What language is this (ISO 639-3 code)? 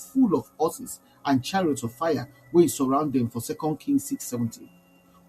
pcm